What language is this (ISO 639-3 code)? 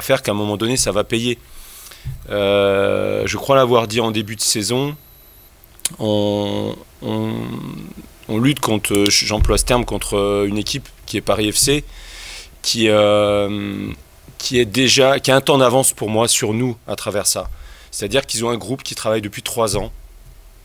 fra